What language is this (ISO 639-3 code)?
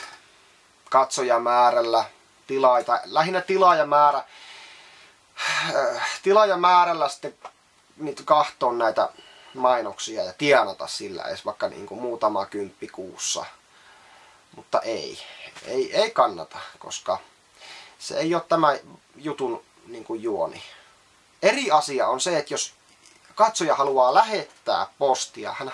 fin